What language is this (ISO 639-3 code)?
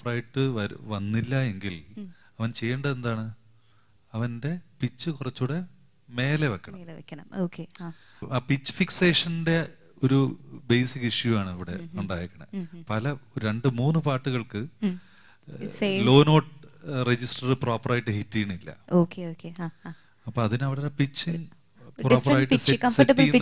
mal